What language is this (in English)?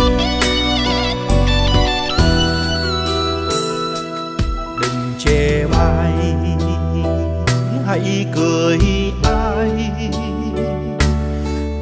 Vietnamese